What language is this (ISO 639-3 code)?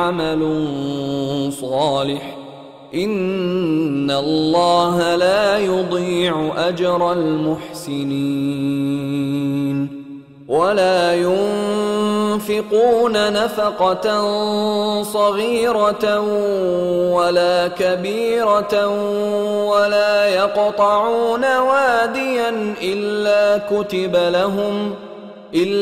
ara